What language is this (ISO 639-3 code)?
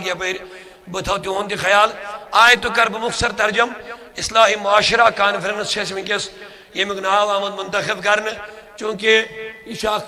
kas